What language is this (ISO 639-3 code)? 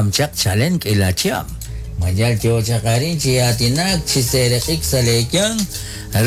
kek